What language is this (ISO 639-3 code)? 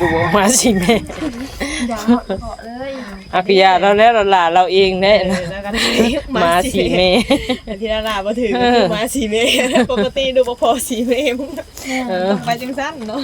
tts